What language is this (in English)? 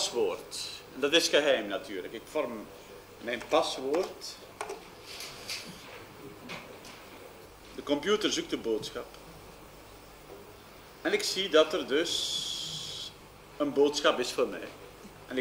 Dutch